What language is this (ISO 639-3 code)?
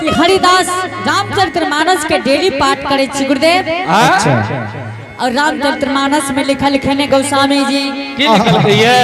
anp